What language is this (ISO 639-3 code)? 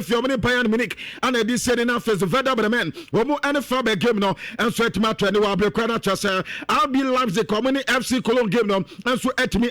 aka